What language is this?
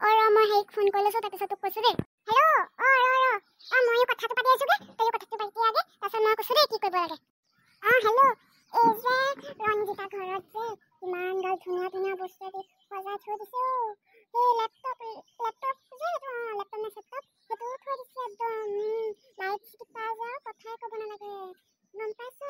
Assamese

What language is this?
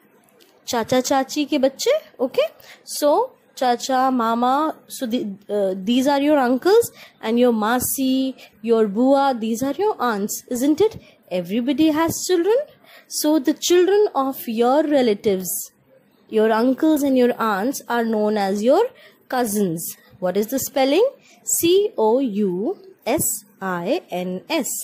English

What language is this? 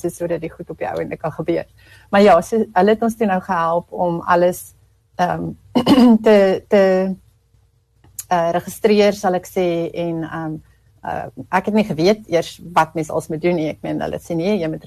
Afrikaans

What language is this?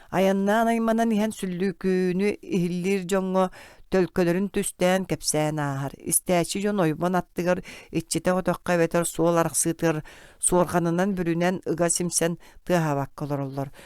Yakut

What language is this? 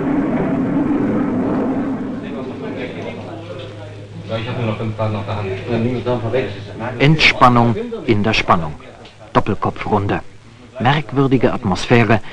German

